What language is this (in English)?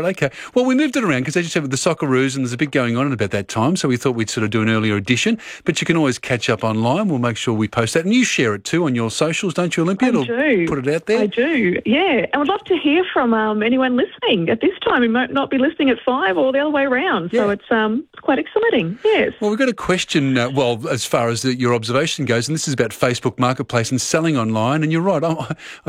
English